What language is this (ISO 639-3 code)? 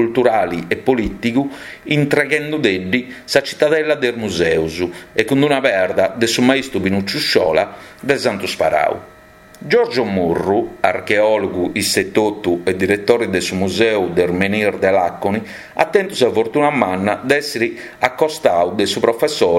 srd